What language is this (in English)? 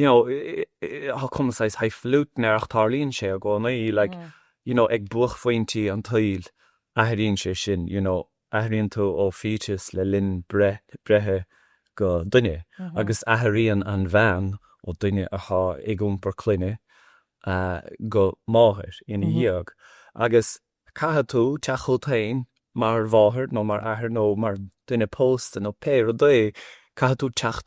Irish